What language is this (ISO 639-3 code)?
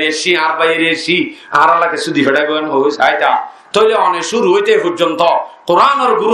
rhg